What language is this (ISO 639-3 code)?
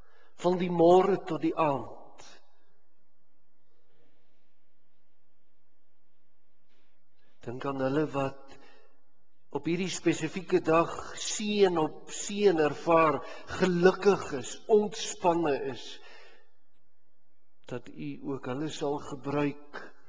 afr